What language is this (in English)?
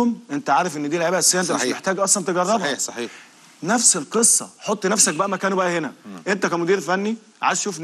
Egyptian Arabic